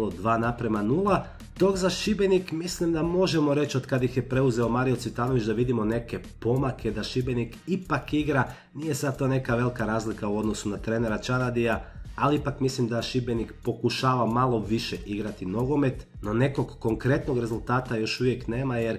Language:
Croatian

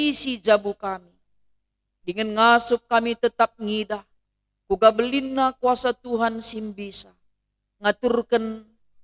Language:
Batak Karo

